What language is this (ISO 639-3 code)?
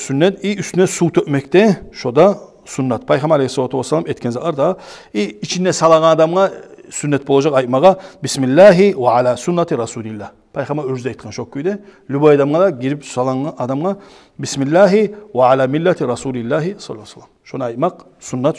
kum